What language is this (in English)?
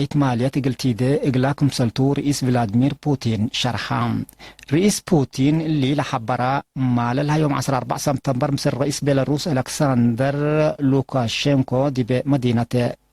Tigre